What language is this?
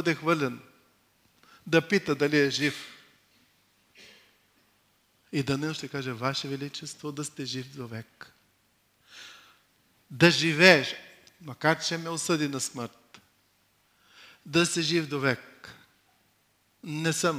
Bulgarian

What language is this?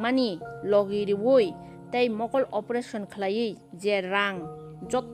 Kok Borok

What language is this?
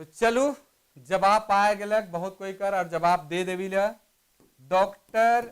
Sadri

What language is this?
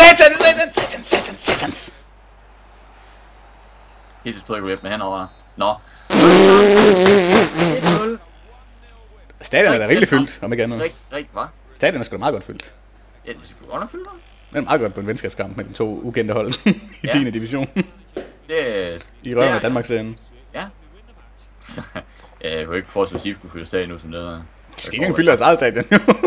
Danish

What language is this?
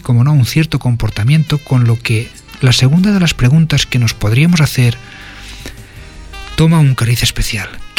Spanish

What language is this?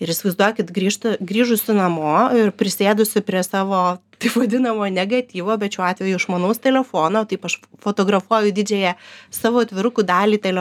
Lithuanian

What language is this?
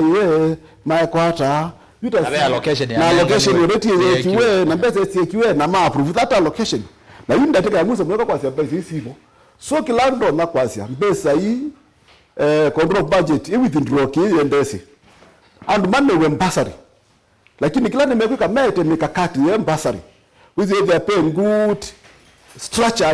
Kamba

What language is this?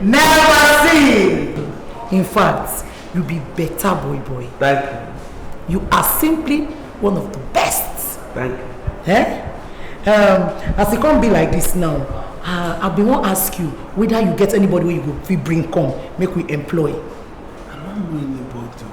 Nigerian Pidgin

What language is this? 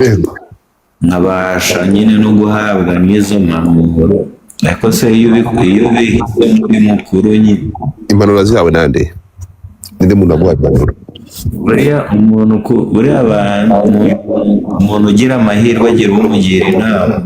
Kinyarwanda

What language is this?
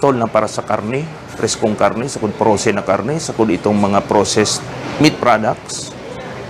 Bikol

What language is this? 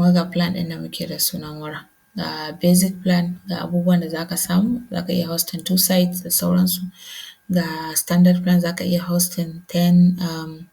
Hausa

